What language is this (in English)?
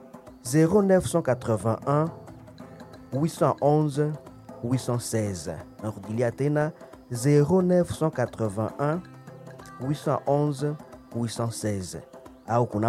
Swahili